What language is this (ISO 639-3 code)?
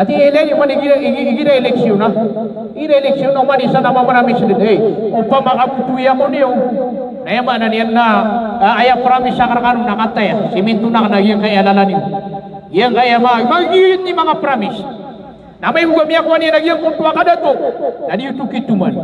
mrw